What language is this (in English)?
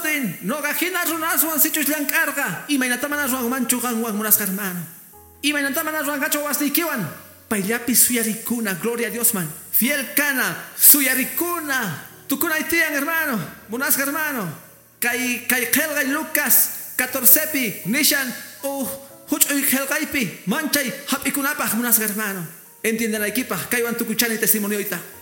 Quechua